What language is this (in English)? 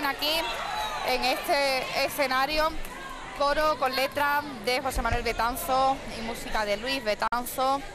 Spanish